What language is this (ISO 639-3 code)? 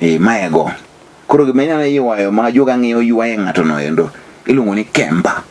luo